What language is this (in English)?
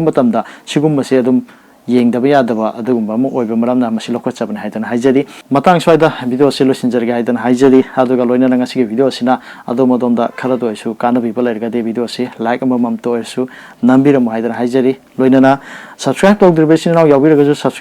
Manipuri